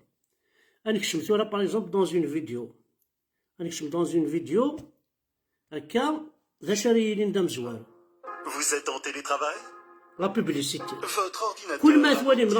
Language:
Kabyle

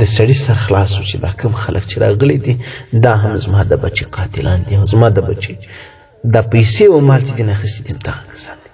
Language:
Pashto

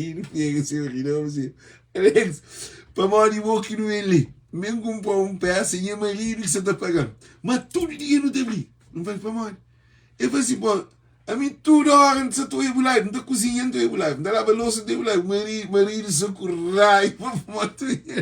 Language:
Kabuverdianu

